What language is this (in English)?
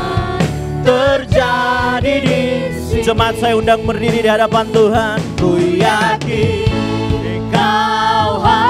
Indonesian